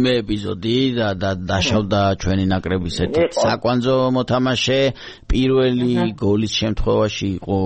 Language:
Georgian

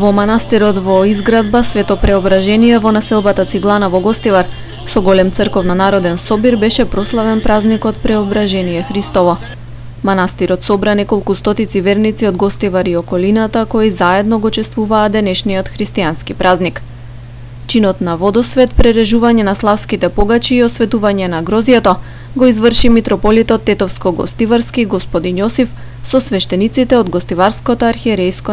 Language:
Macedonian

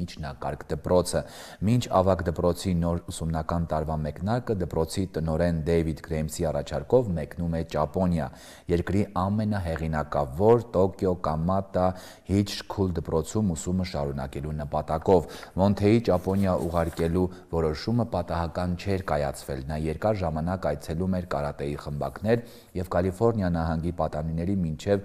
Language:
Armenian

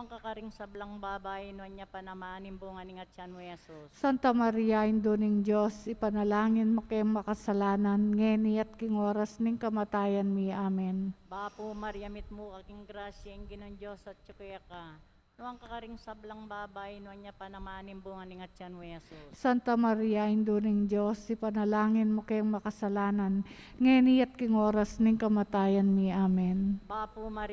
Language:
Pampanga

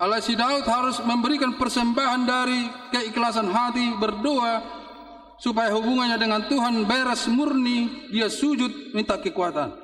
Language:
Batak Toba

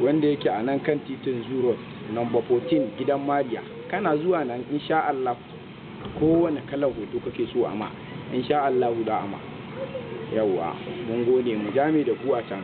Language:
Hausa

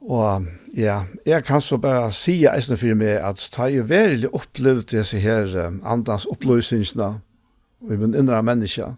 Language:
Faroese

